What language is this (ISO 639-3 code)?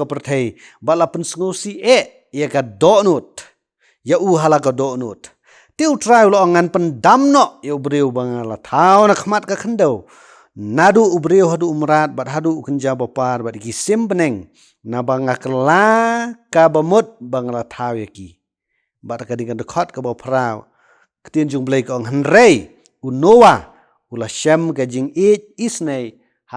kha